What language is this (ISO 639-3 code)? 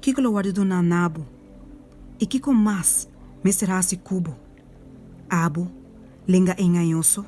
pap